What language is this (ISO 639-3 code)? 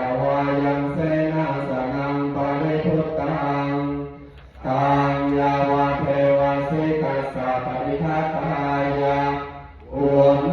pli